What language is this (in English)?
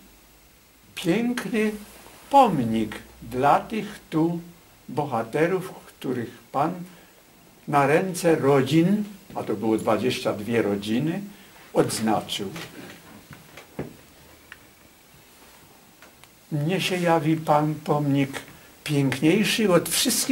Polish